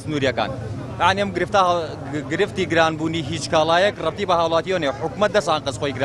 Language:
Central Kurdish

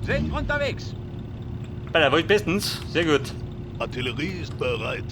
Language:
Bavarian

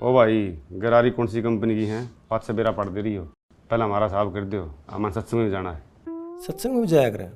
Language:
Haryanvi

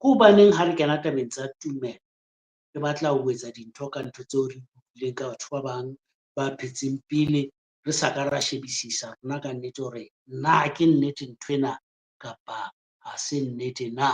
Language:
Southern Sotho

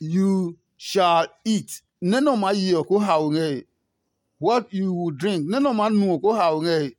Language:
Adangme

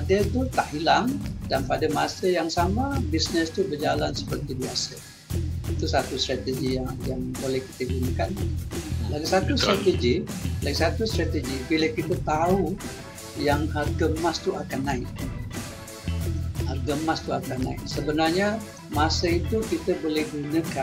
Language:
Malay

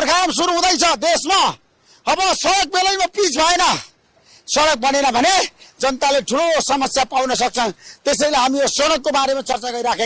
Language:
Nepali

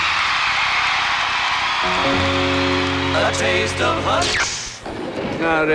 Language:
Swedish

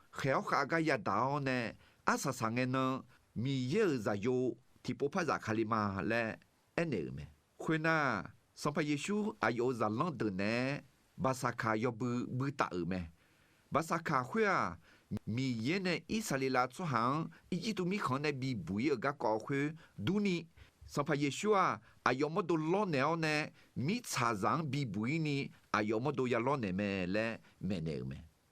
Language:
Akha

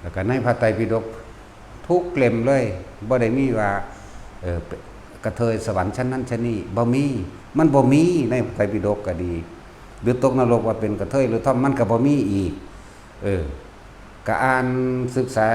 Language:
Lao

